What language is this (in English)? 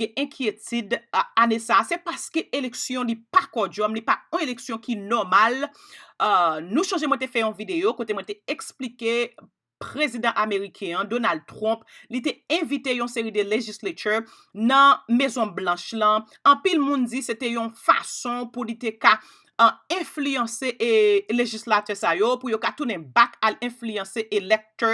Haitian Creole